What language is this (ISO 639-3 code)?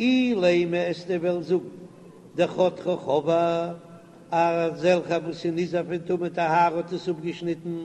yid